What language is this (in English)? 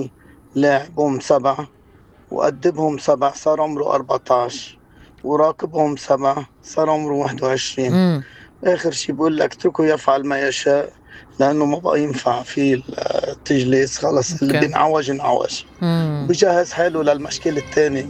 North Levantine Arabic